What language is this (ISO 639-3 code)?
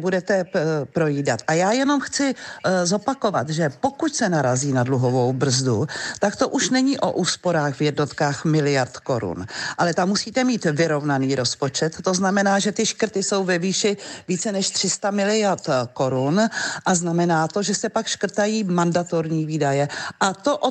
ces